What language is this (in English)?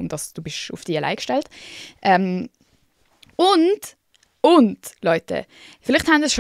Swiss German